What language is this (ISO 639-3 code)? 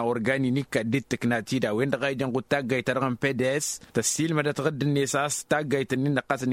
taq